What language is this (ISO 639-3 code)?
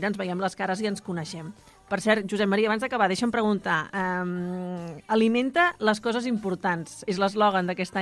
cat